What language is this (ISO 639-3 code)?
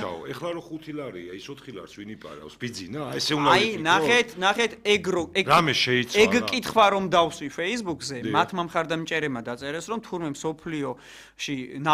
kat